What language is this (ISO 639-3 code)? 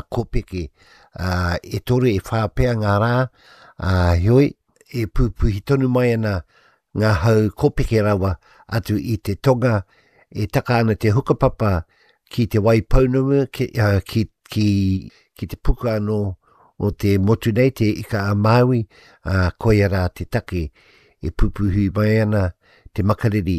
mri